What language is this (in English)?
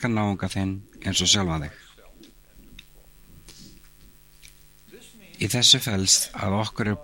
Icelandic